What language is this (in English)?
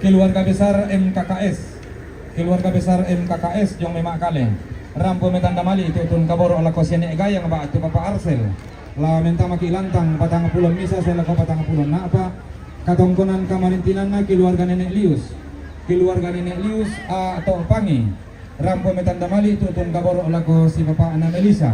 Toraja-Sa'dan